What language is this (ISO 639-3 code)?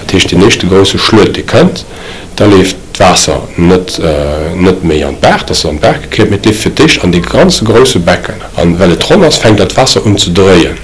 ltz